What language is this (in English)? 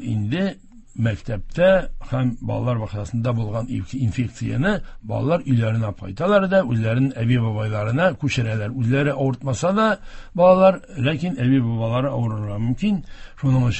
Tatar